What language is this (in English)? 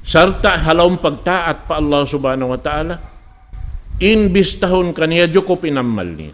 Tausug